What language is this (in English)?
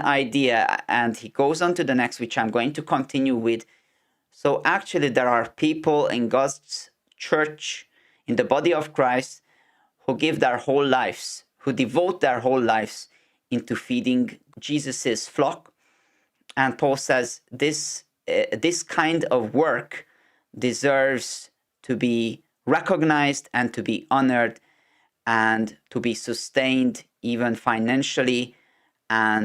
English